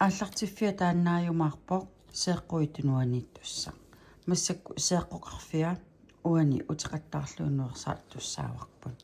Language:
Kalaallisut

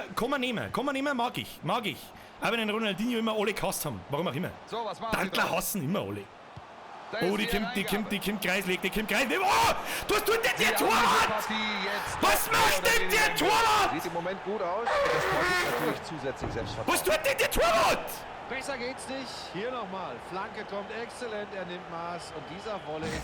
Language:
Bavarian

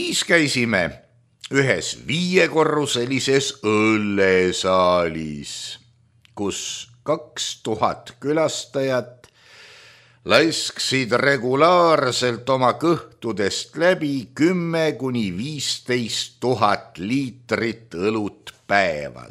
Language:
Estonian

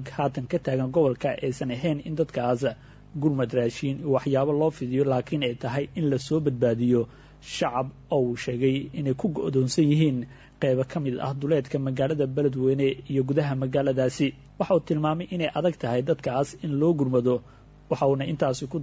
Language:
Somali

